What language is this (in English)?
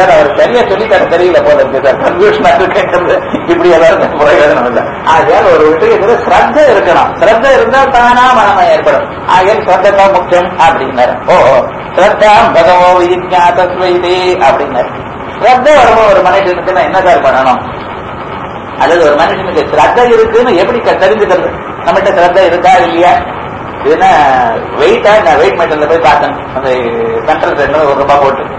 Tamil